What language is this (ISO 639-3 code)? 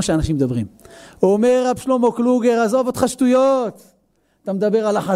heb